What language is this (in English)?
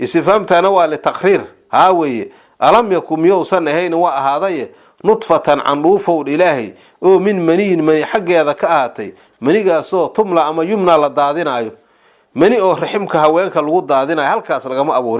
Somali